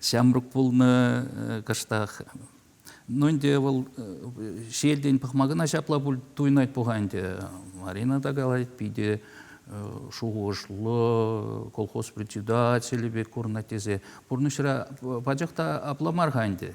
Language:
Chuvash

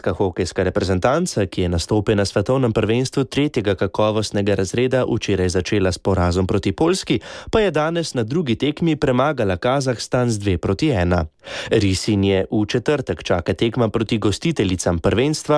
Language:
Slovenian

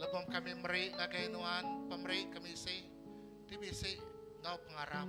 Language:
Iban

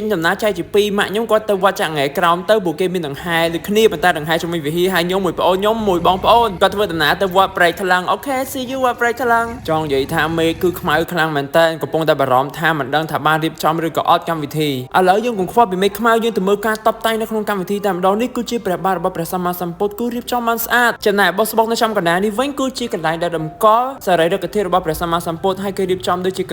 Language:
Khmer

